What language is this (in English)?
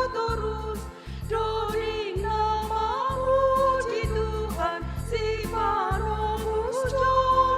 Batak Simalungun